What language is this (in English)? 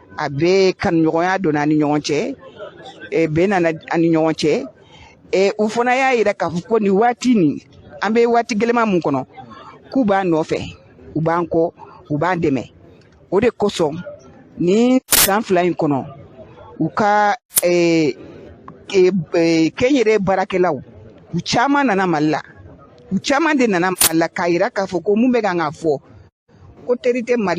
Bambara